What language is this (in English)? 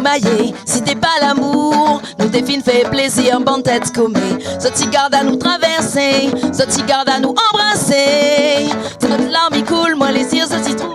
Réunion Creole French